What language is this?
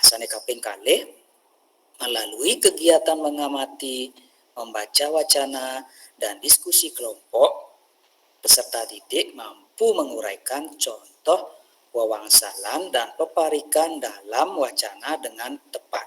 Balinese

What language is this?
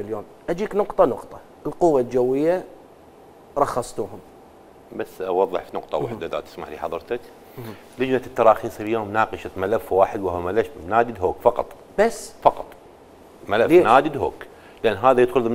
Mesopotamian Arabic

